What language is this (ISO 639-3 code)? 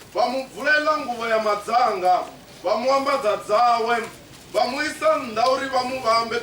ven